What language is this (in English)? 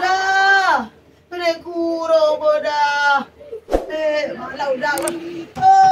Minangkabau